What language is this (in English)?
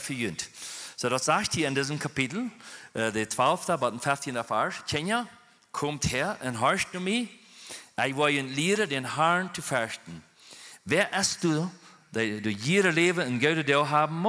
Plautdietsch